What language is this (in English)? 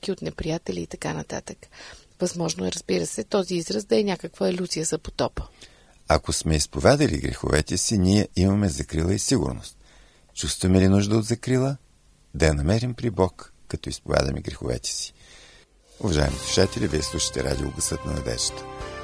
Bulgarian